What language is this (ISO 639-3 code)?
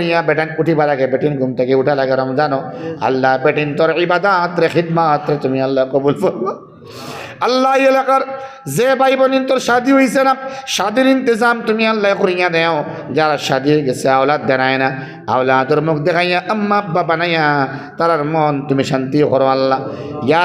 syl